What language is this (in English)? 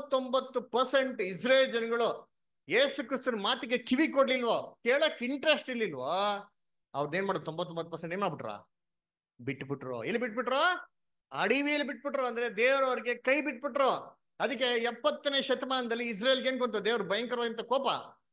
Kannada